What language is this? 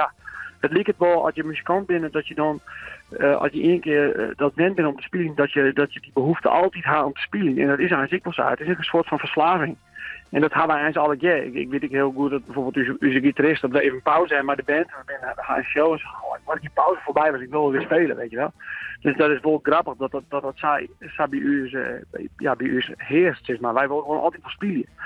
Western Frisian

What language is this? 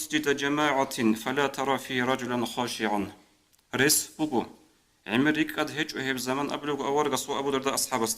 Avaric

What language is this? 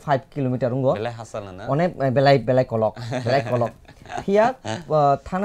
Kok Borok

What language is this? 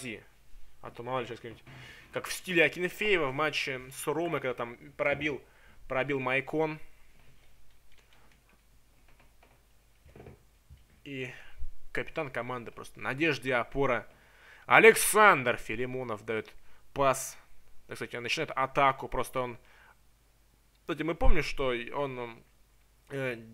Russian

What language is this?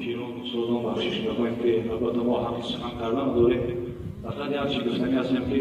Tajik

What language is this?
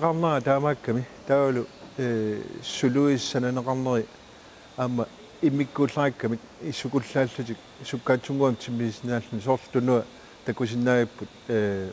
Kalaallisut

